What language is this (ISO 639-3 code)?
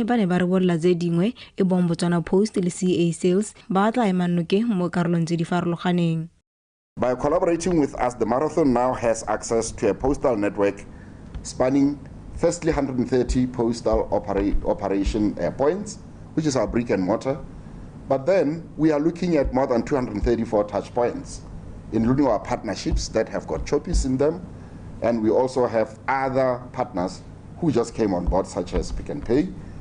tsn